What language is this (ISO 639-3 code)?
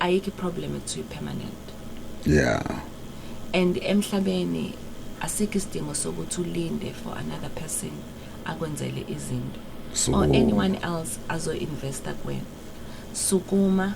zul